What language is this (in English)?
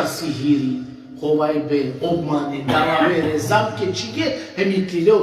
Balkan Romani